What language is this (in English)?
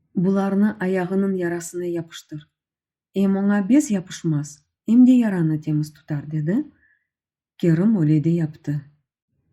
Crimean Tatar